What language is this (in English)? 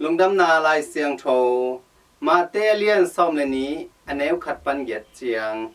Tedim Chin